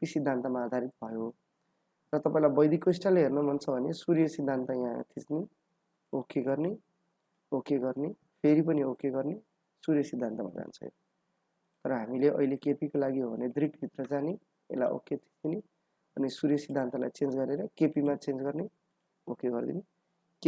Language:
Nepali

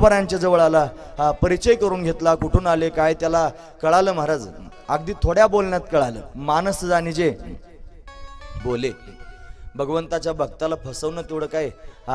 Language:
Marathi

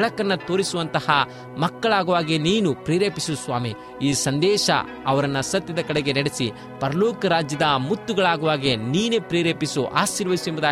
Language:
Kannada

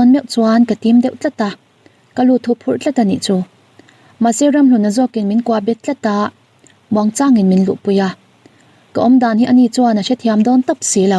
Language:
Mizo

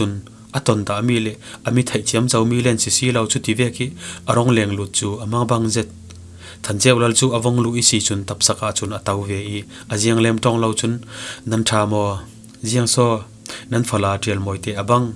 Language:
Falam Chin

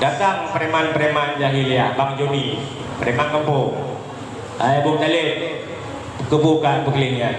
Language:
Achinese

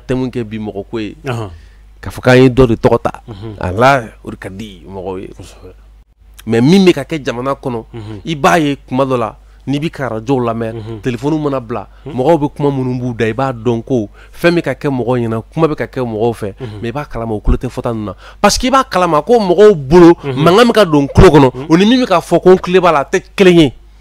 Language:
Bambara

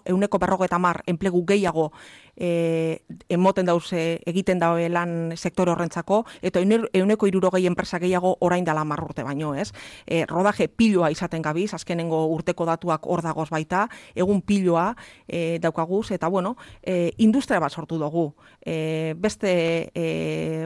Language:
Basque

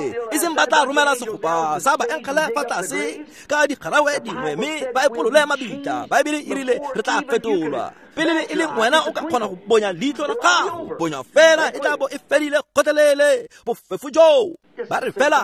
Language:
Tswana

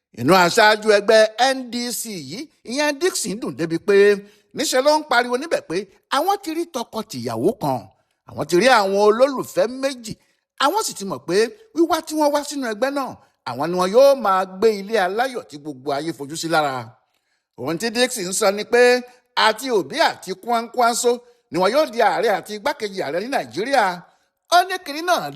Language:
Yoruba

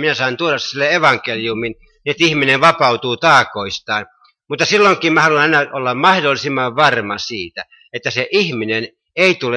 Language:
Finnish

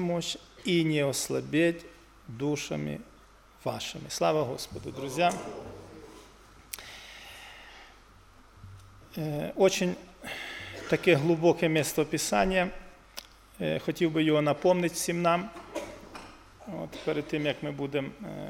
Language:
Ukrainian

